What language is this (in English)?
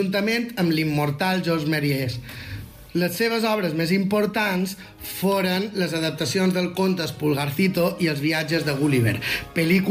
Catalan